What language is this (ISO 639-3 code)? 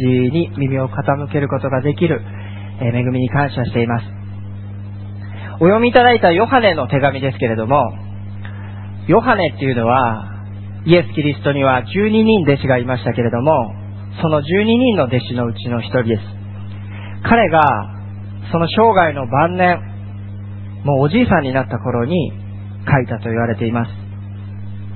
jpn